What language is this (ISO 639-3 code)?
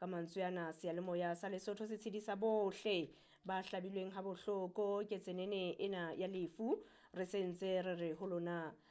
sot